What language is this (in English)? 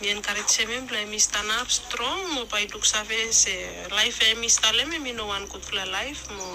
Bislama